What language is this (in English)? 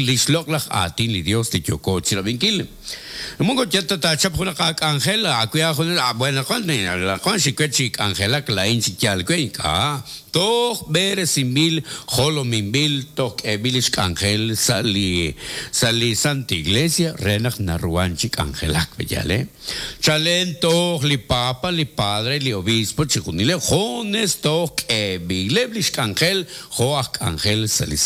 Kekchí